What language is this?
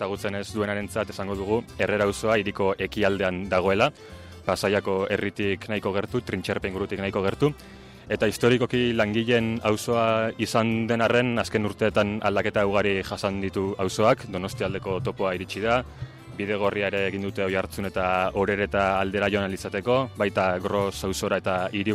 Basque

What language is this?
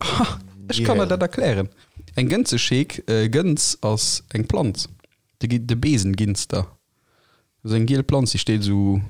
Luxembourgish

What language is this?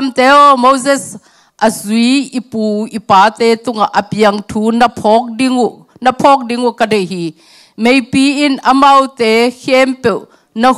Tedim Chin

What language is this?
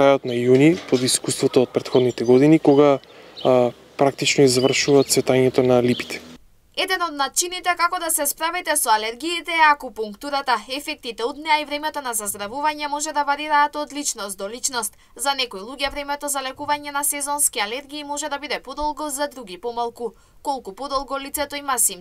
Macedonian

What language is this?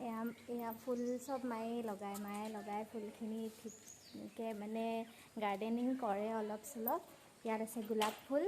Assamese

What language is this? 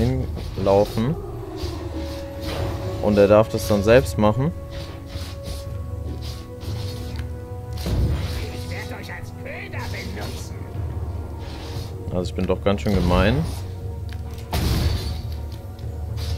German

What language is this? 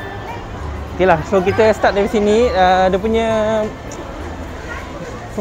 Malay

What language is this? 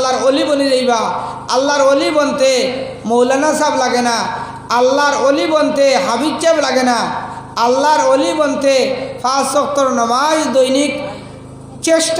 Sylheti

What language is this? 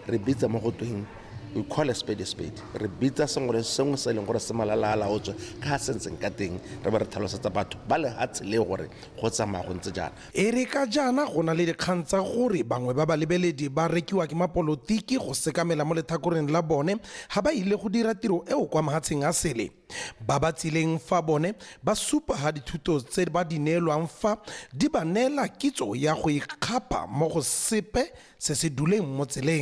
Tswana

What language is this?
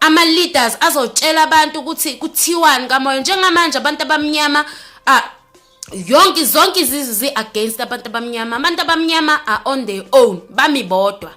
Zulu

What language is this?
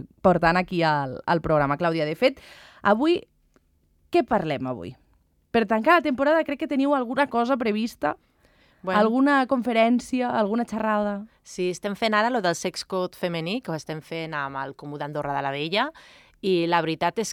Catalan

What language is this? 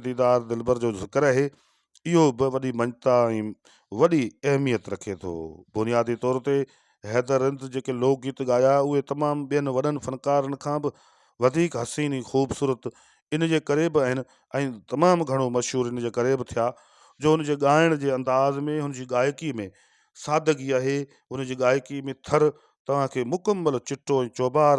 Sindhi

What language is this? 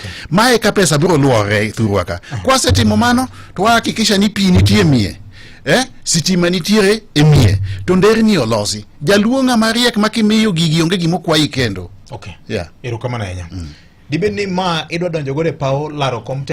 Luo (Kenya and Tanzania)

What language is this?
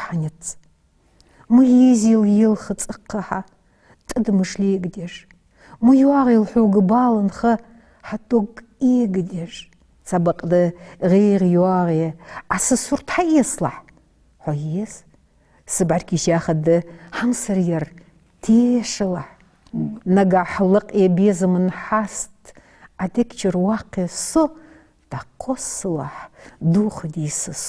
Ingush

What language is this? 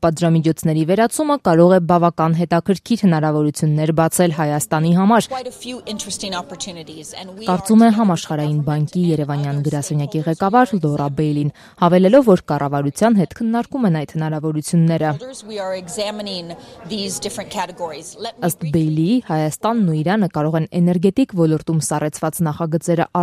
Armenian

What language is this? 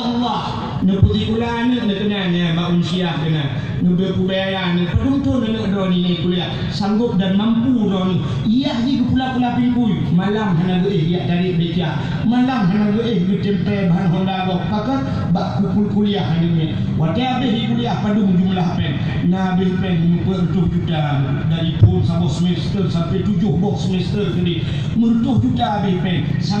Achinese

